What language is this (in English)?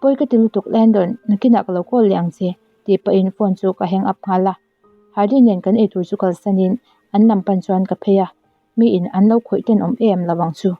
Mizo